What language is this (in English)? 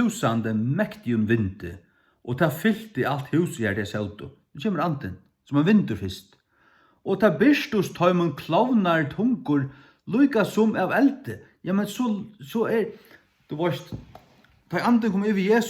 Faroese